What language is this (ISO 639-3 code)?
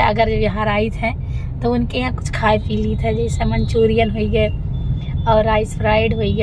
awa